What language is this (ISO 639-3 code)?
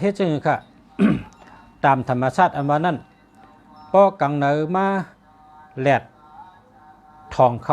shn